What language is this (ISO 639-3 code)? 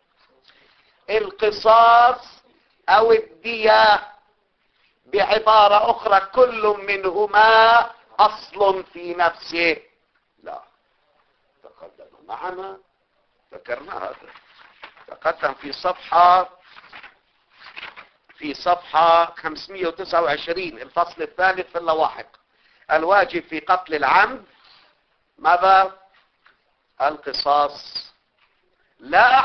ara